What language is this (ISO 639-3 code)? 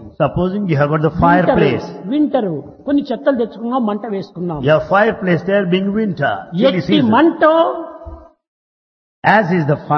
tel